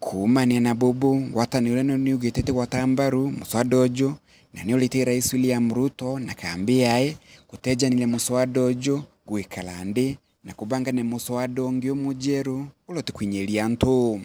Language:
Meru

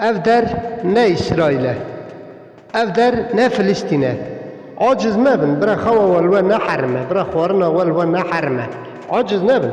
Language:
Kurdish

